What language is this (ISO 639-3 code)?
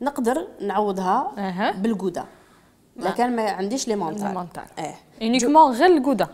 arq